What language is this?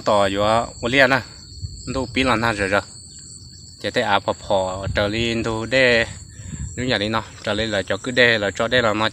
Hmong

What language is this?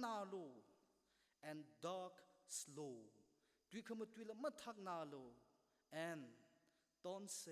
Tangkhul Naga (India)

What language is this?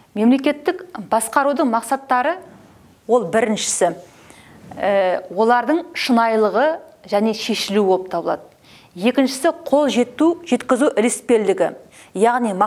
Kazakh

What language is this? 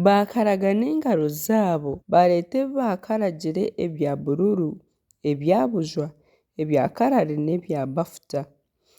Nyankole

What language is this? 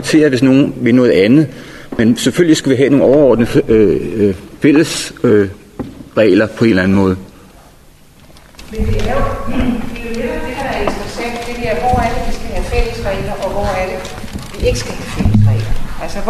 Danish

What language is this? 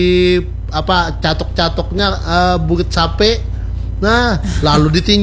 Banjar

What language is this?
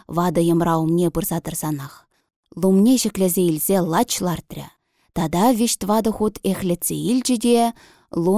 Chuvash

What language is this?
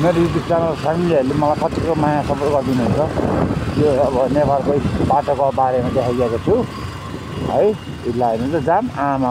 Nepali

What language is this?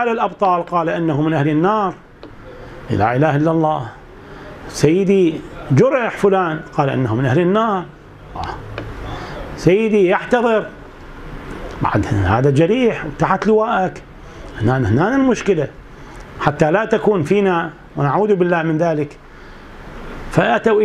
Arabic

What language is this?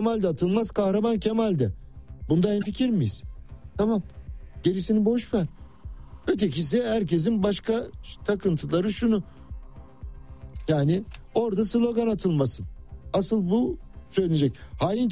Turkish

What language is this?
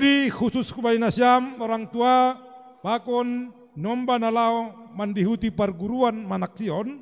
Batak Simalungun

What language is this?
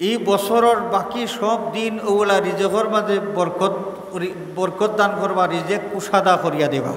Sylheti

